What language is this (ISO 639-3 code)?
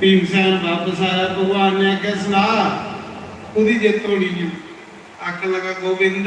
doi